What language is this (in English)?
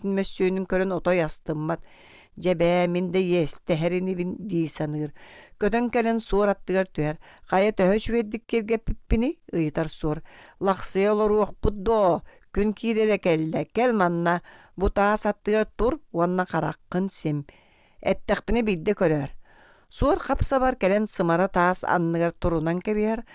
Yakut